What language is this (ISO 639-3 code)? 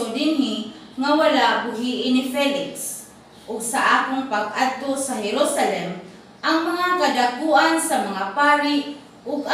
ceb